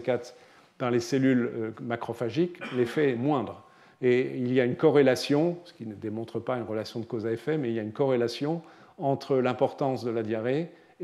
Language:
French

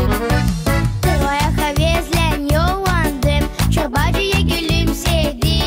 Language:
Gagauz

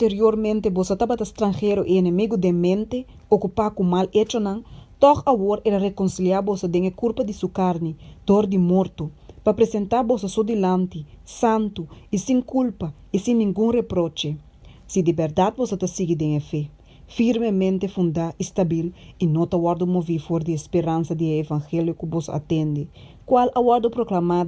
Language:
Papiamento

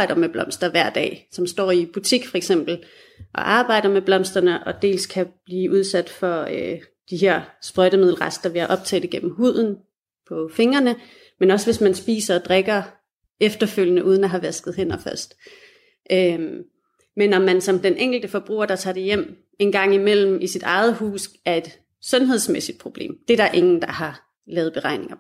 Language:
Danish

